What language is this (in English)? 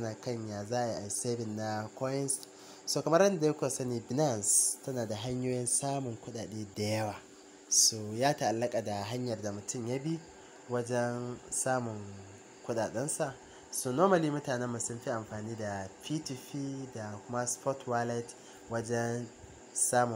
Hausa